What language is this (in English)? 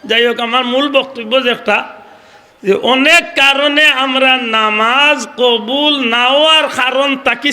Sylheti